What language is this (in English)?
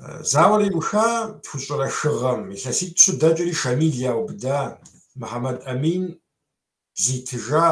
Kabardian